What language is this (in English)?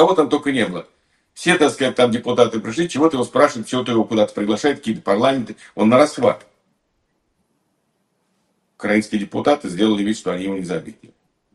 Russian